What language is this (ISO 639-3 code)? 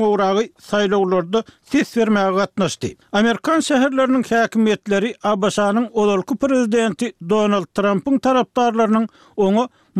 tuk